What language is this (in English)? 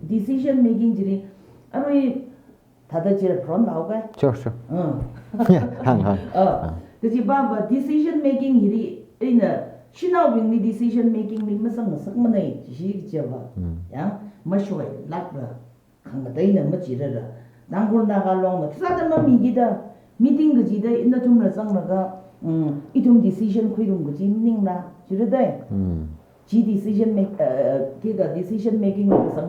Tangkhul Naga (India)